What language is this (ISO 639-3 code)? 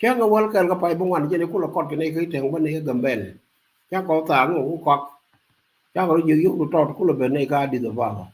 nus